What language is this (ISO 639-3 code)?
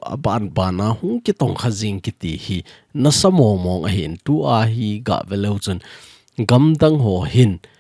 tcz